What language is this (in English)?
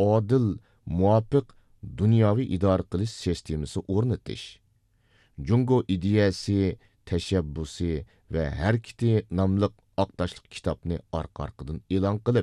Uyghur